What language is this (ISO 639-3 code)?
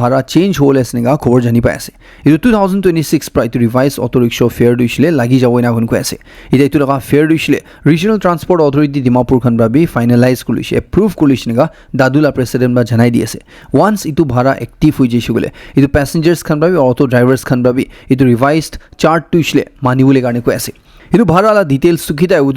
nag